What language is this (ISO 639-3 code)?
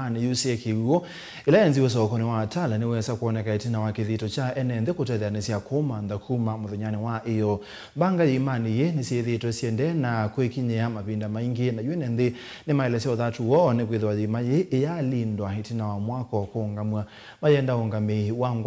kam